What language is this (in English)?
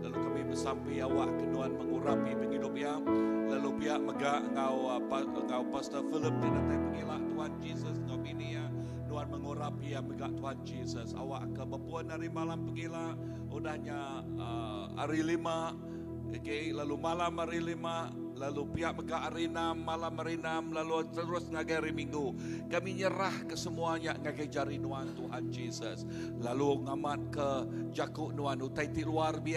Iban